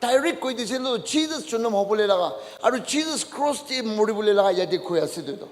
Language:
Naga Pidgin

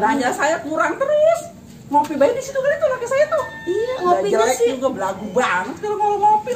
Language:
Betawi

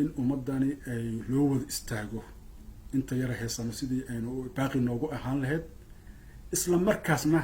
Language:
Somali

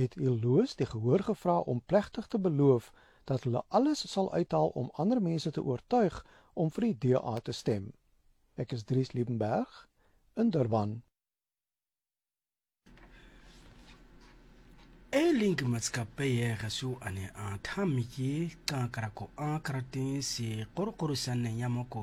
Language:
Afrikaans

